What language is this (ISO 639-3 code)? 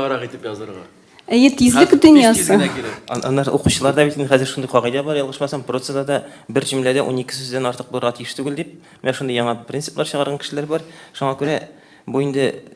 tat